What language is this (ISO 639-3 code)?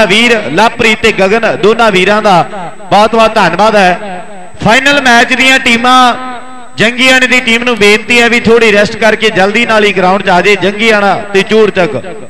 pan